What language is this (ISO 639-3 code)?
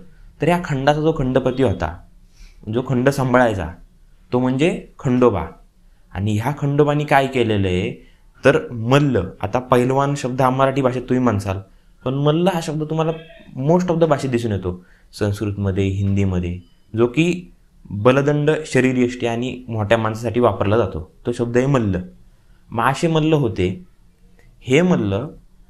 mar